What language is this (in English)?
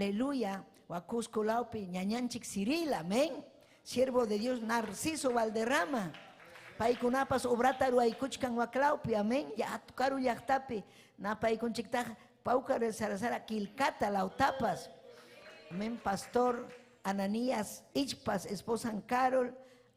Ayacucho Quechua